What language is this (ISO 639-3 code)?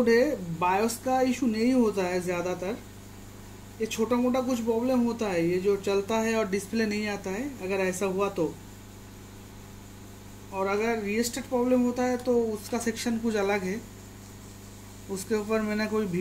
hin